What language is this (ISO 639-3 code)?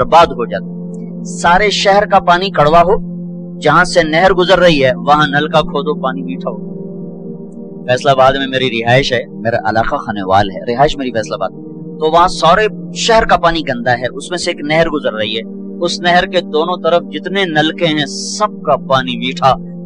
urd